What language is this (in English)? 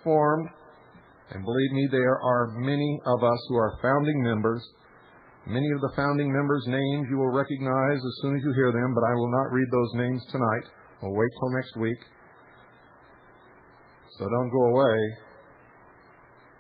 English